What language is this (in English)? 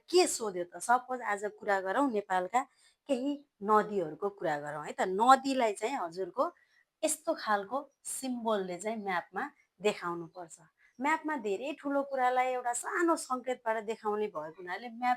Nepali